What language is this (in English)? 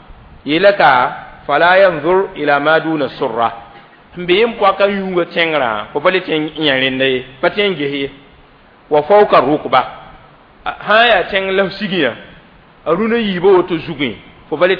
Mossi